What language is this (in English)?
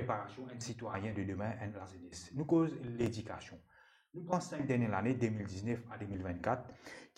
Morisyen